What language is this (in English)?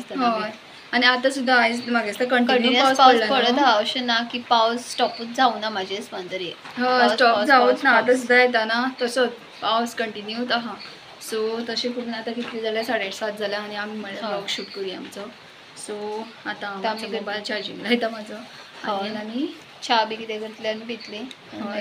Konkani